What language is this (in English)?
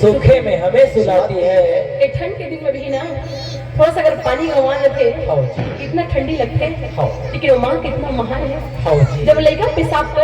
Chhattisgarhi